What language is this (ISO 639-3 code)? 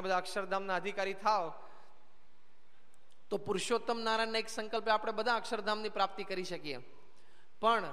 guj